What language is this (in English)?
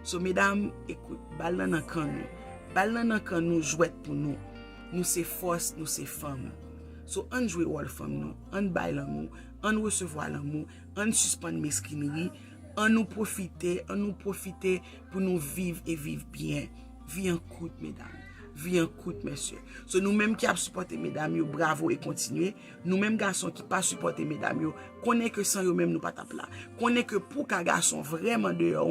Haitian Creole